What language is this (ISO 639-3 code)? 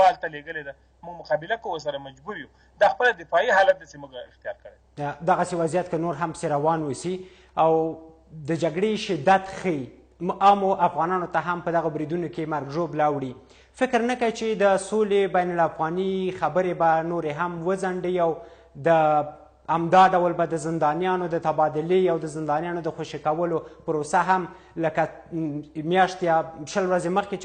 pus